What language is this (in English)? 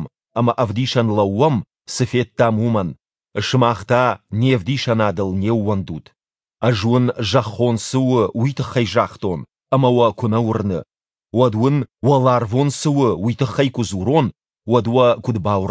Ossetic